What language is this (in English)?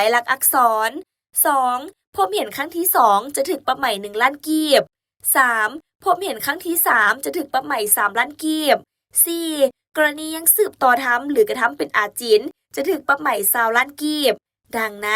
Lao